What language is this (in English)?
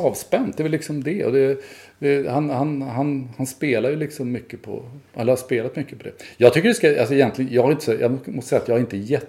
Swedish